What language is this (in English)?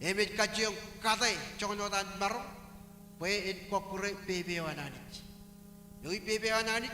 Marshallese